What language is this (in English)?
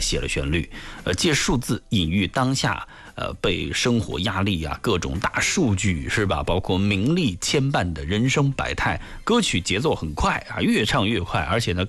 Chinese